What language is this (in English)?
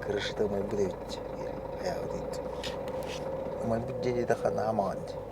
Yakut